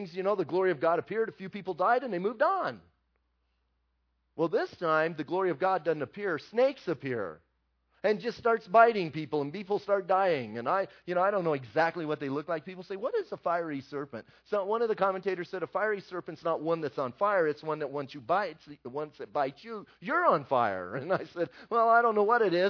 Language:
English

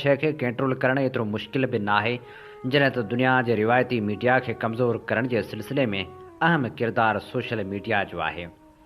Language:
Sindhi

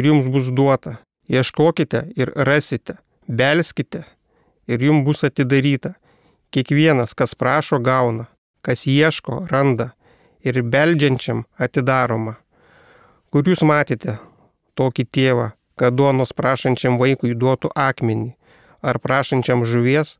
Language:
Lithuanian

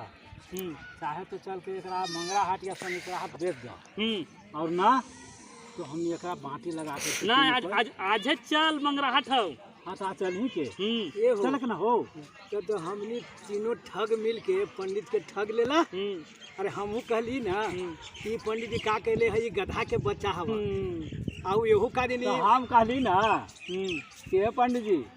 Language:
Magahi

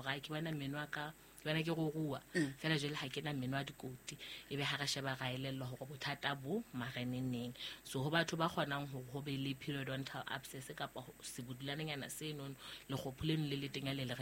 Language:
Southern Sotho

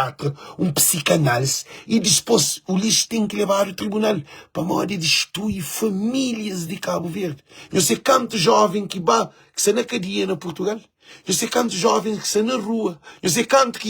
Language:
Kabuverdianu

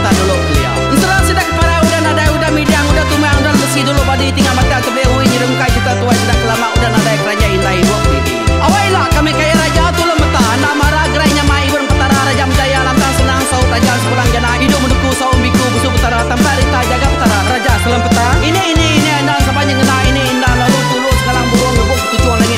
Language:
Iban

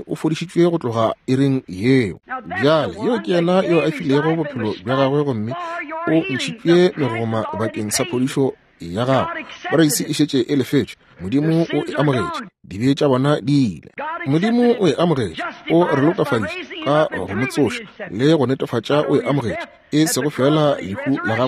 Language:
Northern Sotho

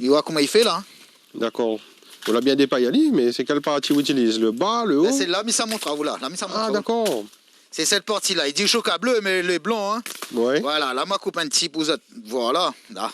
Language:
Réunion Creole French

